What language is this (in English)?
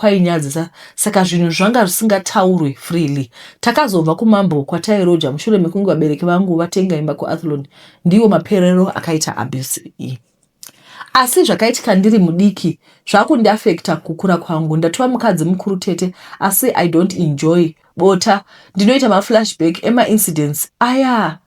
Shona